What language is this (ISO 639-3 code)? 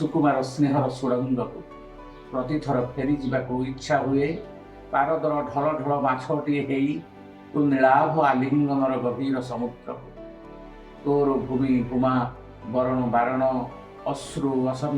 ori